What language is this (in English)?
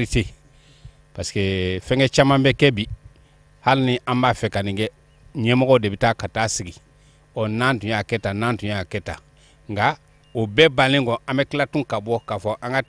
Bambara